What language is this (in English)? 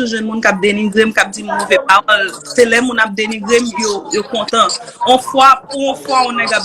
Haitian Creole